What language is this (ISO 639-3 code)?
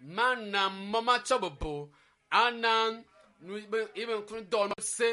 ewe